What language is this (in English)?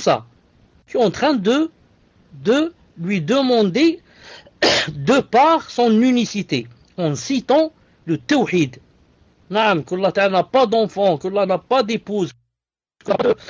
French